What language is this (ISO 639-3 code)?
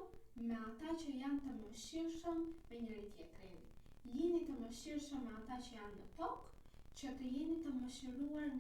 sqi